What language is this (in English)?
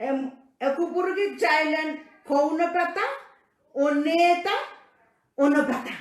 Pohnpeian